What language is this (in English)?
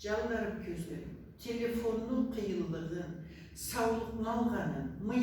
Karachay-Balkar